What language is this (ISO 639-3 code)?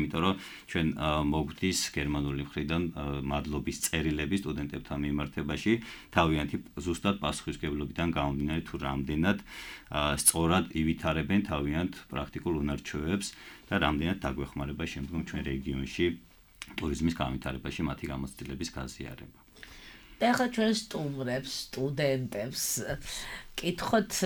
kat